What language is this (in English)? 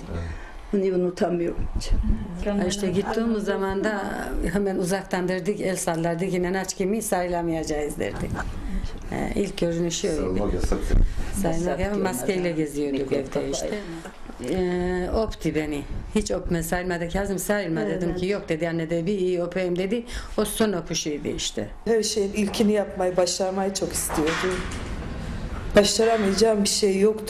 Turkish